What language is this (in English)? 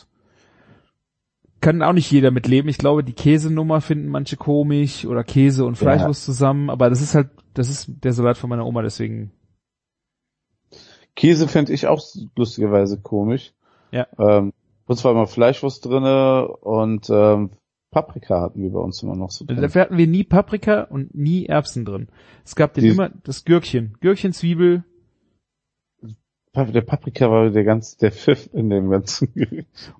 German